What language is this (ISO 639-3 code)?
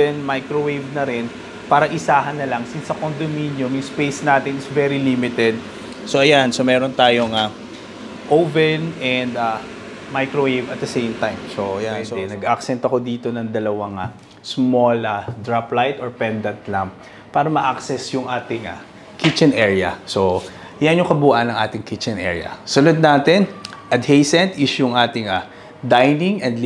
fil